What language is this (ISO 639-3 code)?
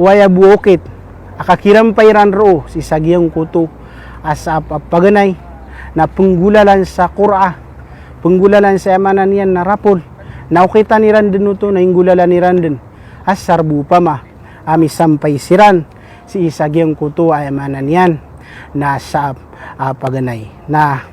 mrw